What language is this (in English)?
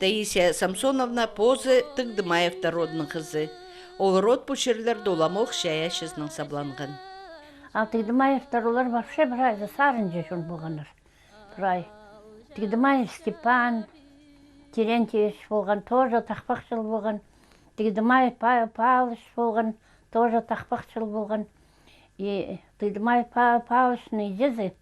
Khakas